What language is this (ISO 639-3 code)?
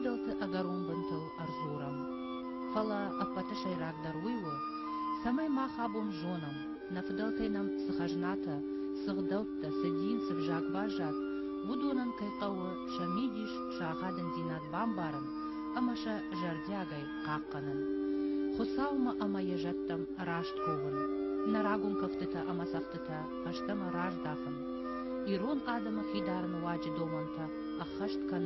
oss